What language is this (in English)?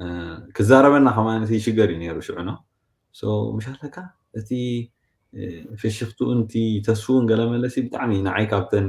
Tigrinya